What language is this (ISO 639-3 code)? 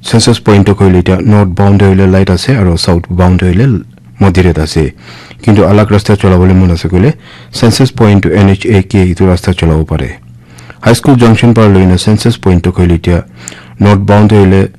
nag